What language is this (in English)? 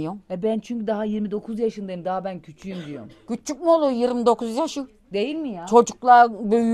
Turkish